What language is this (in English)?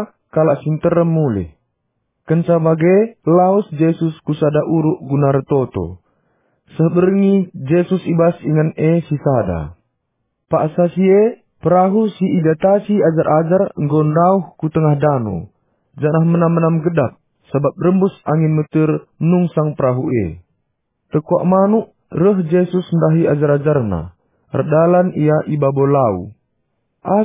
Batak Karo